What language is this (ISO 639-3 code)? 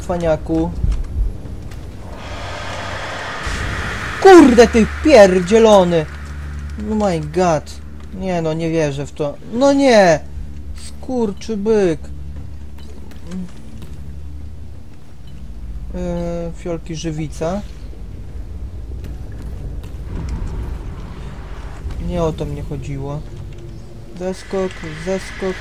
pol